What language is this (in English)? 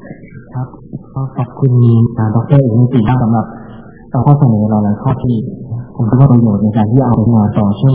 Thai